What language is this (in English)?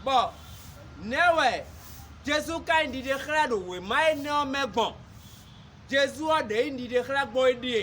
Fon